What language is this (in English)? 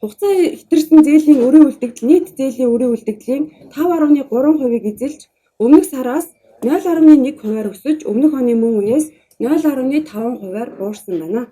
Mongolian